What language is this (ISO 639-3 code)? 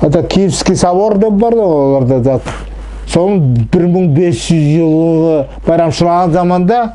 nog